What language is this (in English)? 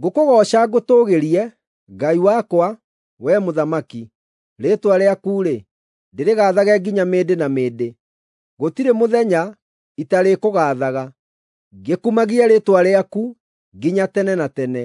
Kikuyu